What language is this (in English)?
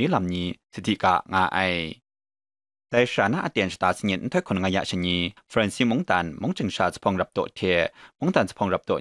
Kachin